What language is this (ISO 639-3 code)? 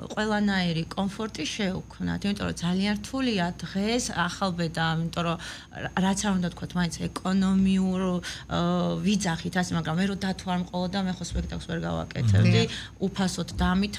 kat